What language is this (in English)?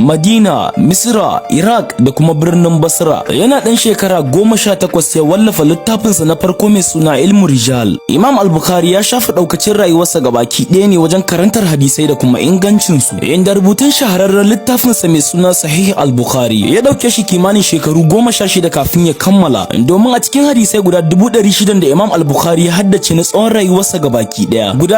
Hausa